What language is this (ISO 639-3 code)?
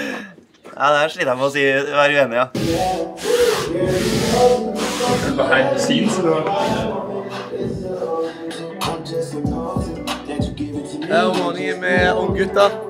nor